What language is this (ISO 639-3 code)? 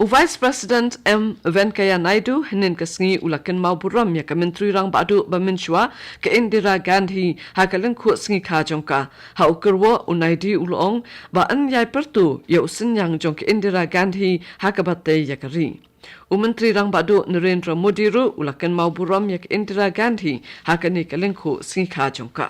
kha